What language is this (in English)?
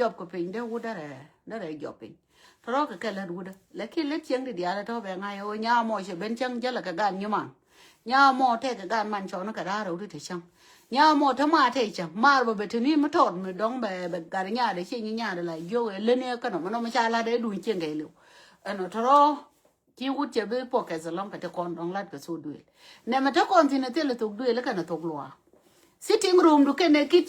Nuer